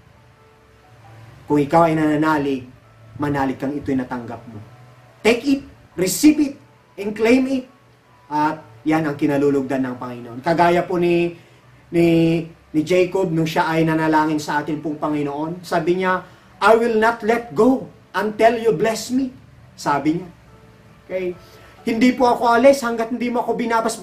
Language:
Filipino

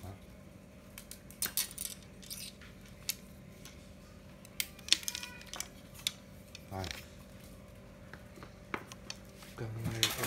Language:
Vietnamese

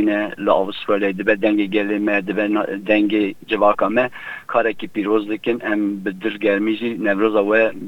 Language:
Kurdish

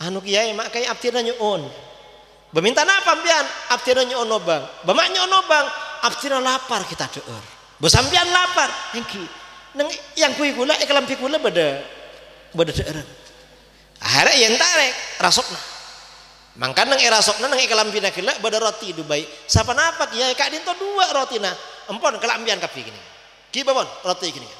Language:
Madurese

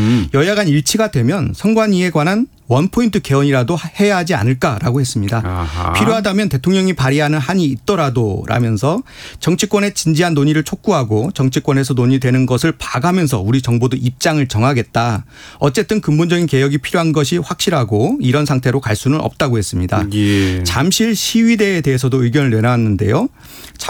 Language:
Korean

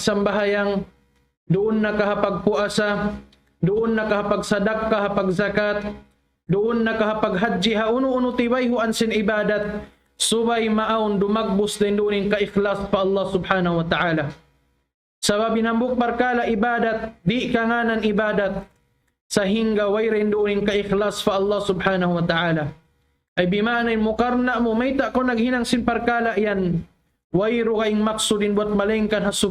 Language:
Tausug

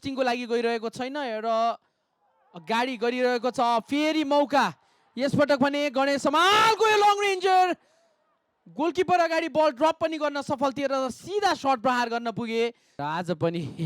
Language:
Nepali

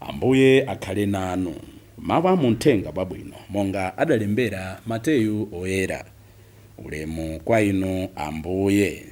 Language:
Nyanja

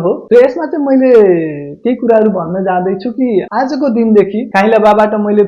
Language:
Nepali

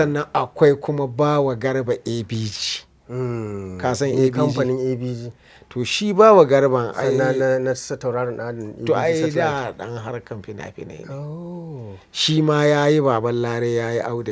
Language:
Hausa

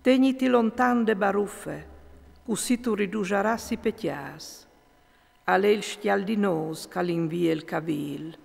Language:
Friulian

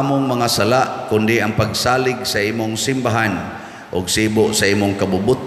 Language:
Cebuano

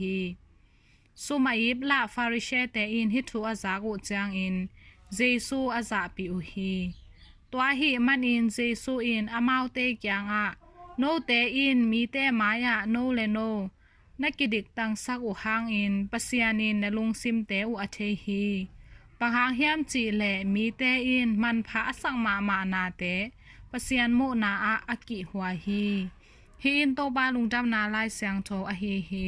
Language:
Tedim Chin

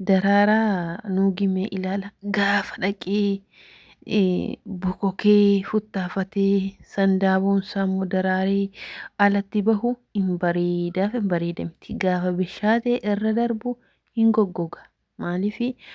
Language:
Oromo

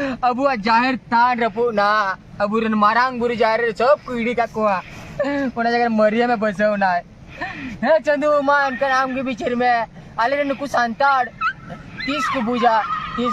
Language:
Santali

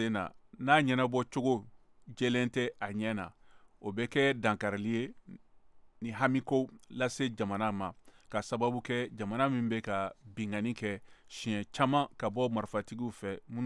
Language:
Bambara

